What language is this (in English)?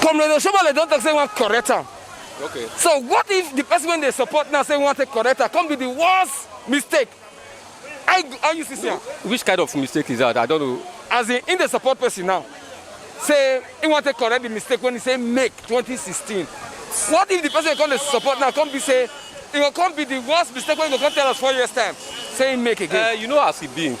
Nigerian Pidgin